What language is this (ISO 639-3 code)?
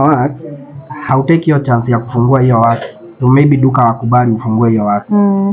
swa